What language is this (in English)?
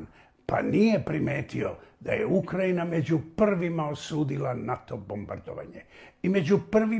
Serbian